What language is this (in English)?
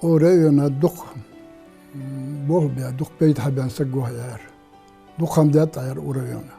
Ingush